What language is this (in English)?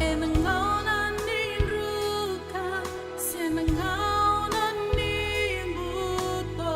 Fijian